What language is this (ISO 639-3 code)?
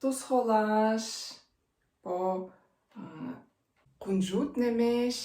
tyv